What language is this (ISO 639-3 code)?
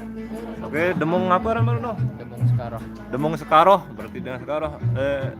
sas